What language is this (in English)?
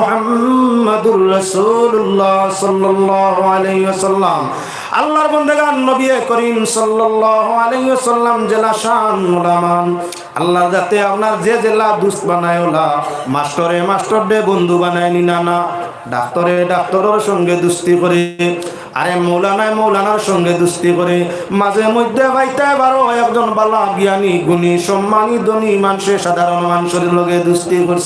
Sylheti